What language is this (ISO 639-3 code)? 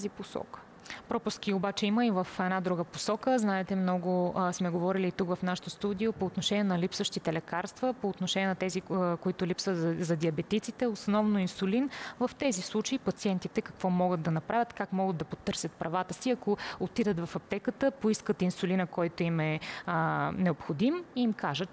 bul